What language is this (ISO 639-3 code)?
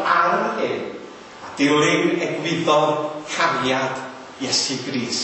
cym